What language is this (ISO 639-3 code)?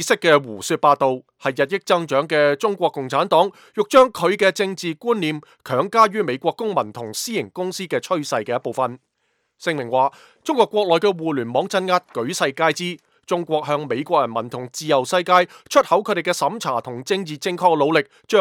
yue